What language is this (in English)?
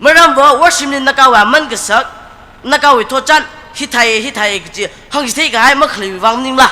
Tangkhul Naga (India)